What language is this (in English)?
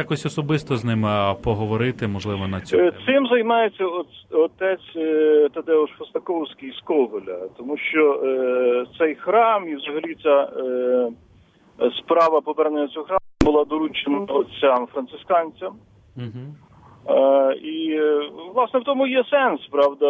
Ukrainian